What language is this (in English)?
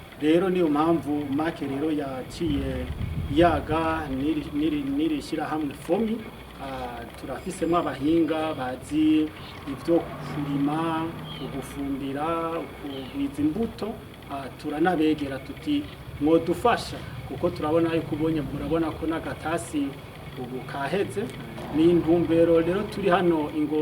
Rundi